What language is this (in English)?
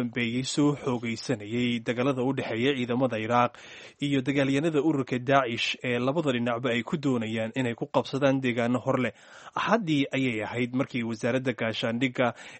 Somali